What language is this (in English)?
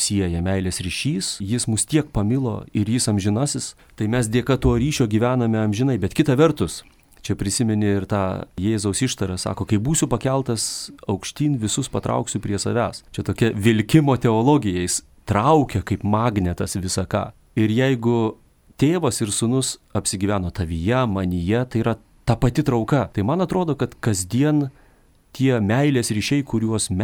Lithuanian